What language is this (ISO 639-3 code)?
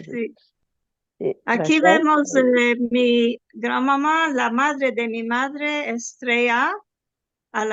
lad